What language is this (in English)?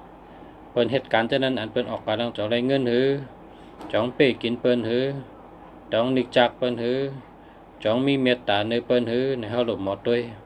Shan